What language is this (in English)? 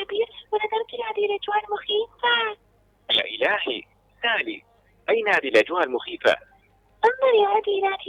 Mesopotamian Arabic